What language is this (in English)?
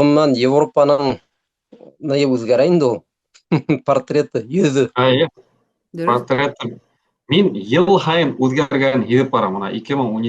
Bashkir